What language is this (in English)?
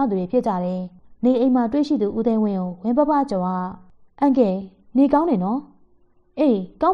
Burmese